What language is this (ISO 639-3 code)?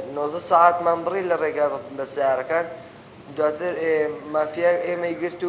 ckb